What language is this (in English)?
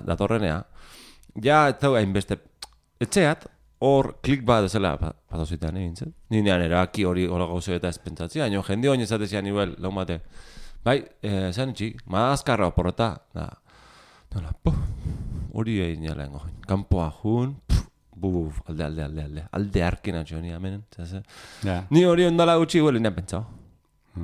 Basque